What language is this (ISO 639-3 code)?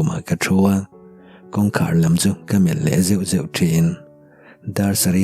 lus